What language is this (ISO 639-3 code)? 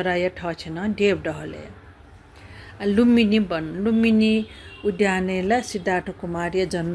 new